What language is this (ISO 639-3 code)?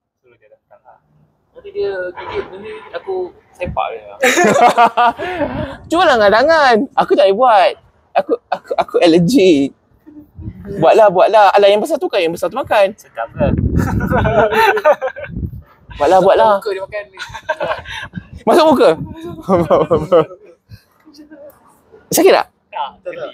msa